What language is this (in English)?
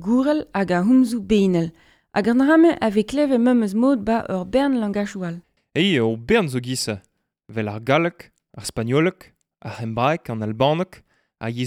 Breton